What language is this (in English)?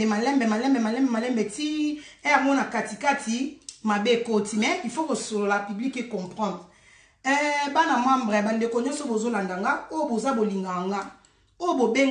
Lingala